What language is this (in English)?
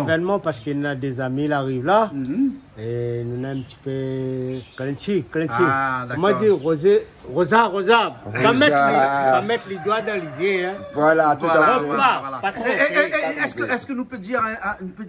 Réunion Creole French